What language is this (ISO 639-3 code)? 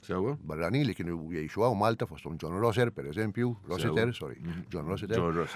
mlt